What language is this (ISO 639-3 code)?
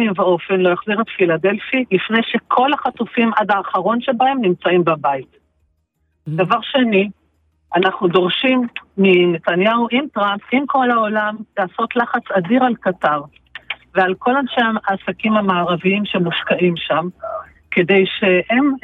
heb